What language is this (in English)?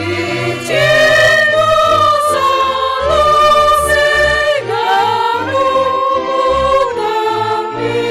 Batak Simalungun